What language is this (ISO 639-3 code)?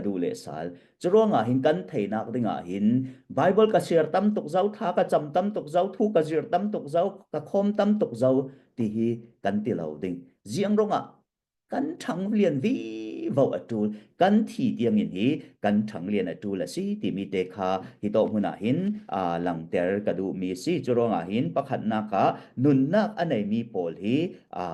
cfm